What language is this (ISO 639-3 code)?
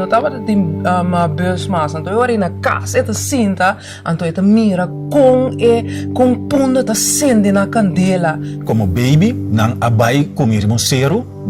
pap